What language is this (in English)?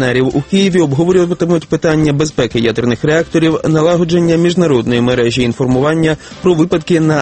Ukrainian